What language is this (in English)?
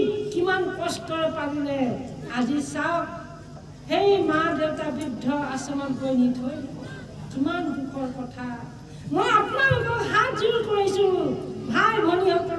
Assamese